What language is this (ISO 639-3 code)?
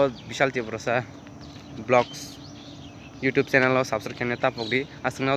trp